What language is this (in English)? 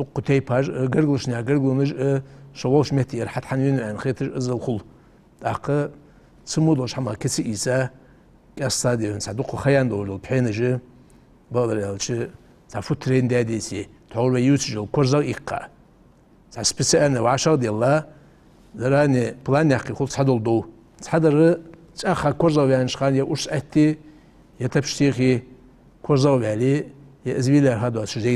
Ingush